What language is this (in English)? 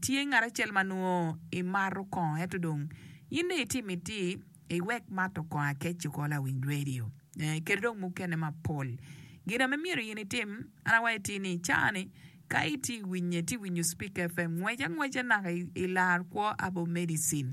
Acoli